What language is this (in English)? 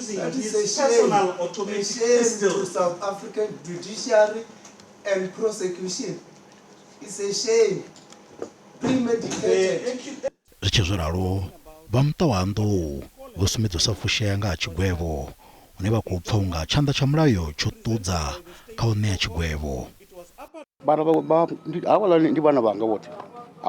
Venda